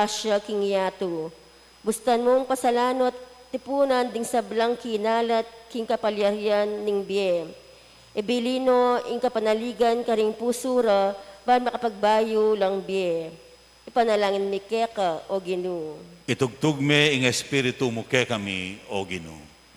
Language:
Pampanga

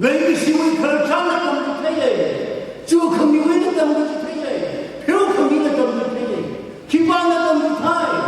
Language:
Tangkhul Naga (India)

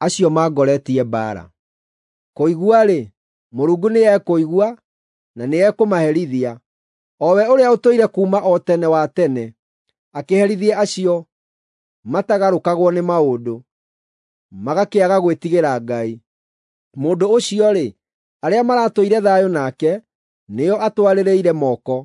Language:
Kikuyu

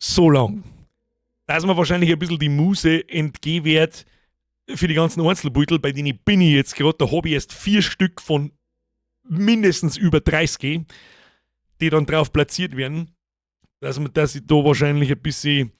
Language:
Bavarian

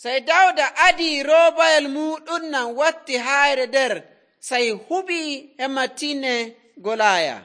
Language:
Nigerian Fulfulde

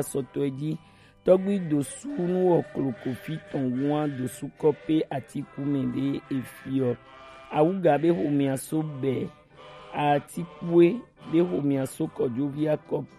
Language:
Gen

